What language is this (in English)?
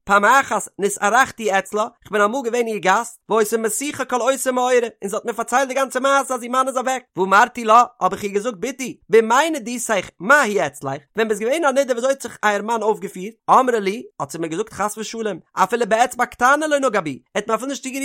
Yiddish